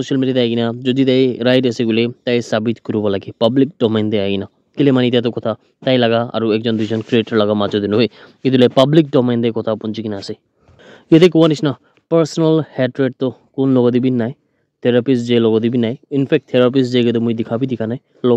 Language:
Naga Pidgin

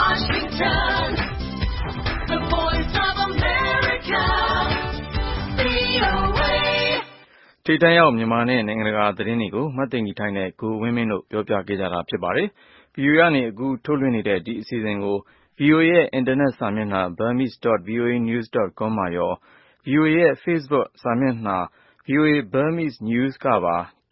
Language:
Burmese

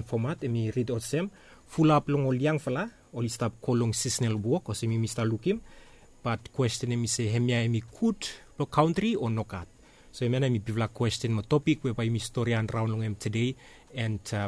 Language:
Bislama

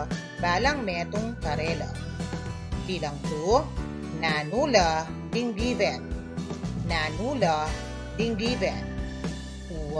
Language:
Pampanga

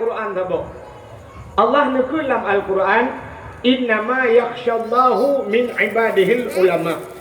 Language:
Achinese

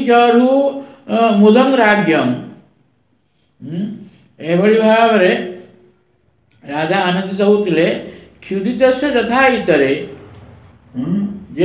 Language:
Odia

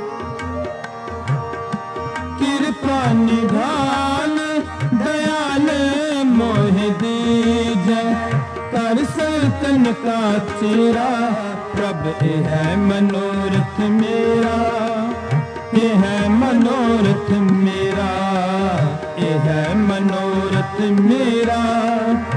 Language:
Punjabi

